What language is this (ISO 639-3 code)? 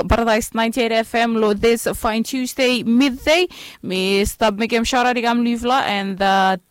bis